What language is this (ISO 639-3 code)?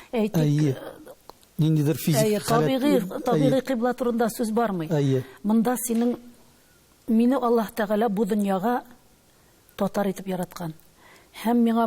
tat